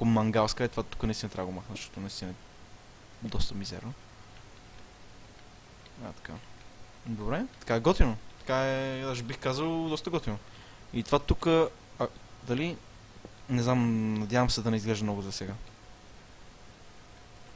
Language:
Bulgarian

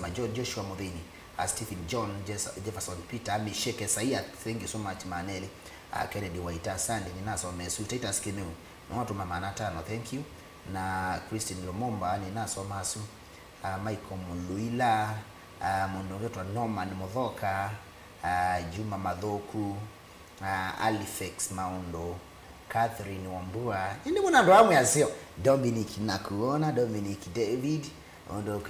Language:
Kamba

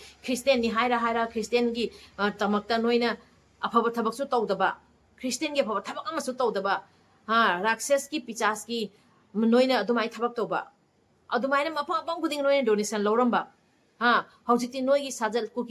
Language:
Manipuri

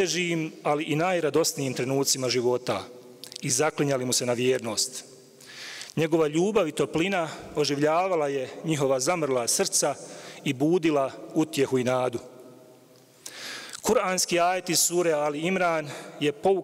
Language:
Bosnian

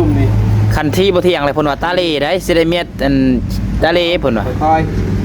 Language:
Northeastern Thai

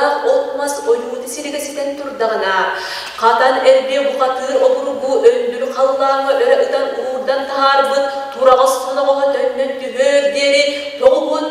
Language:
Yakut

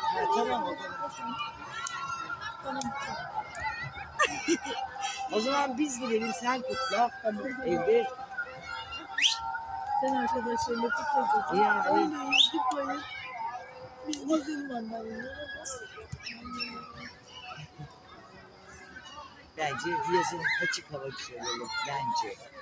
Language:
Turkish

